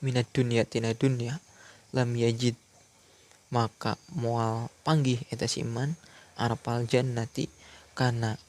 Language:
Sundanese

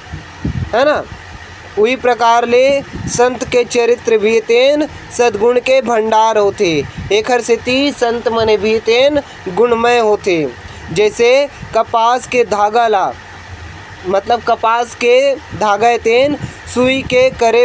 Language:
Chhattisgarhi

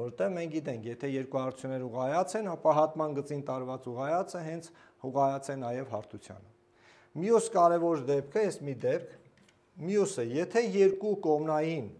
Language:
Armenian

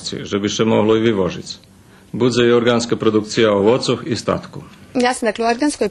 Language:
Rusyn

